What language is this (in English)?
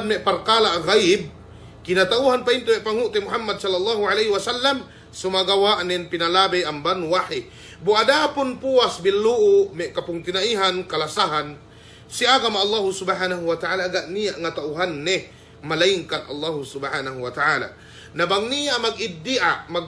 Yakan